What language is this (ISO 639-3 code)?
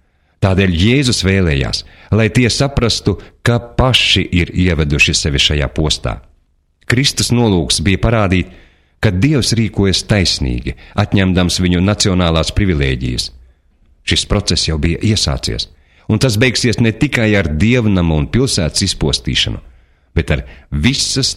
lav